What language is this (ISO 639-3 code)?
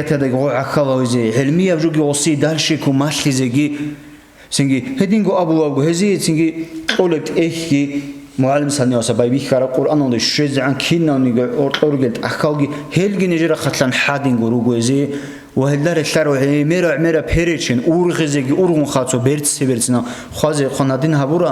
ava